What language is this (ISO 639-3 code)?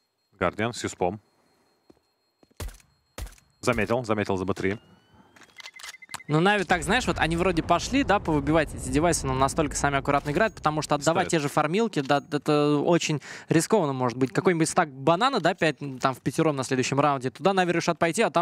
rus